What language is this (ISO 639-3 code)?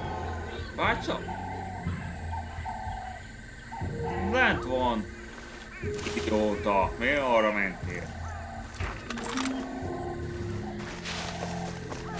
hun